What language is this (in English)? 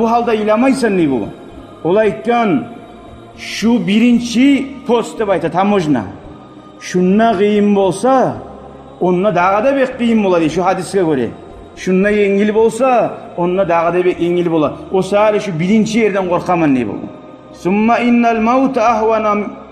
Kumyk